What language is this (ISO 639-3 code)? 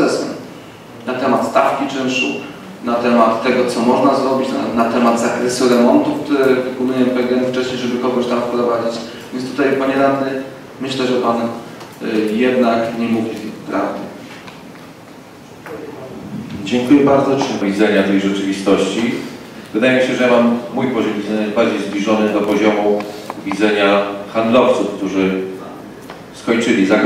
pol